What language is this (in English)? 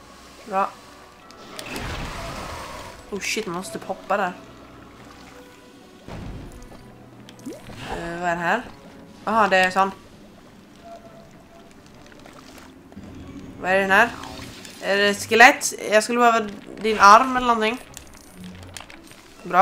Swedish